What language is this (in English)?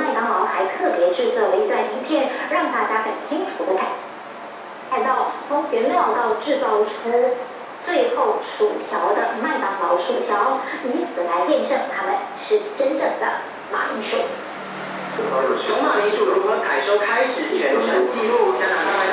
Chinese